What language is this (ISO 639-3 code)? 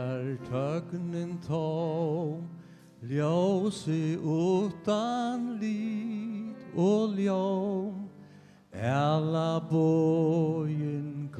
fao